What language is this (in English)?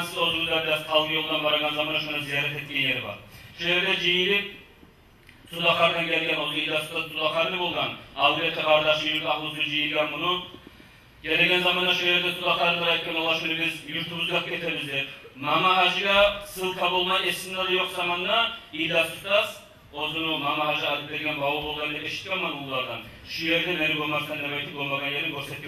Kumyk